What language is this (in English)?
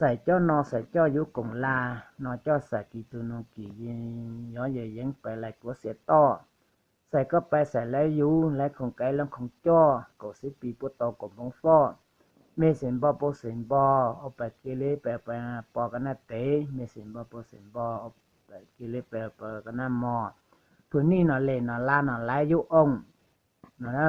Hmong